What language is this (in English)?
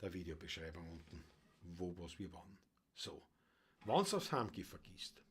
Bavarian